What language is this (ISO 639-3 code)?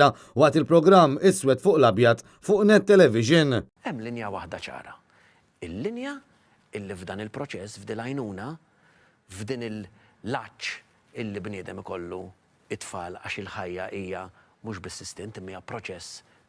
mlt